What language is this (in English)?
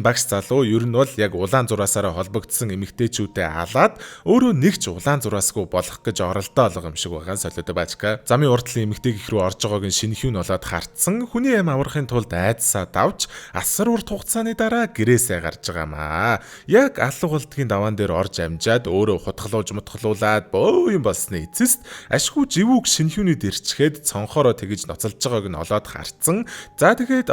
Mongolian